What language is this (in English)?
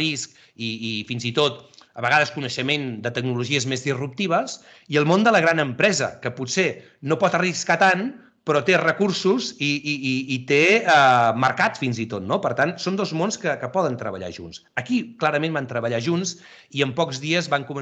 Catalan